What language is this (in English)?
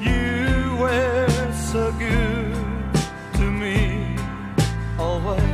Bikol